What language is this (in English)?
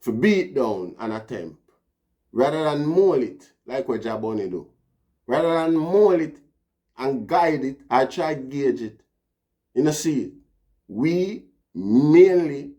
Jamaican Creole English